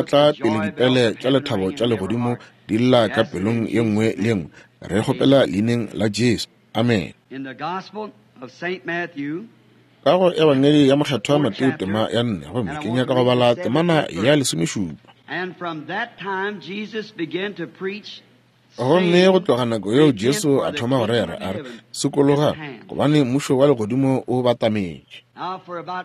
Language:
Northern Sotho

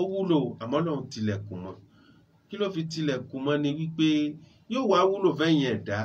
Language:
Yoruba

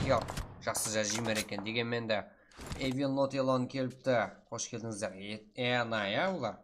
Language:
Kara-Kalpak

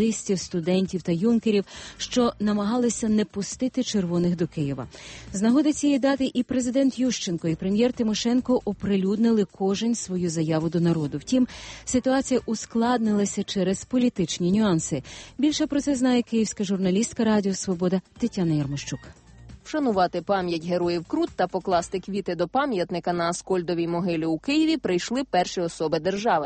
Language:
Ukrainian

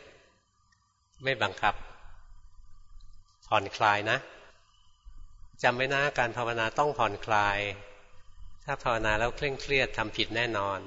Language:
Thai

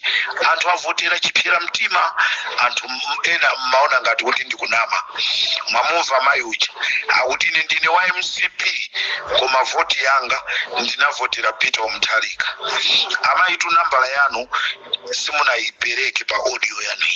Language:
Nyanja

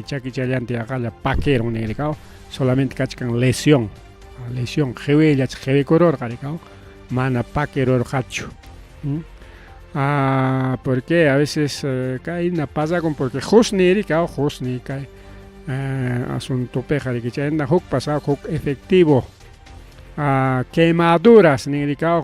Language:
Ayacucho Quechua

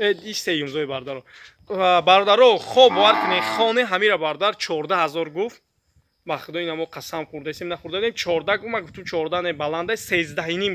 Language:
Tajik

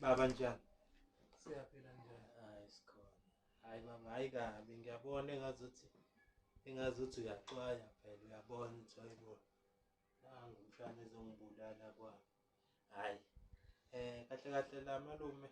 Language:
Zulu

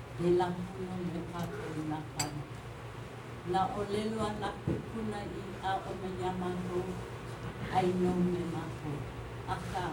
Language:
Hawaiian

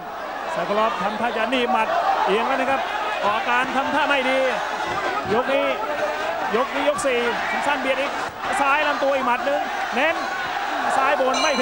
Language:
Thai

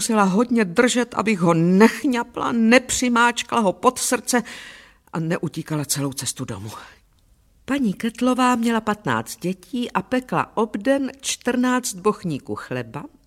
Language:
Czech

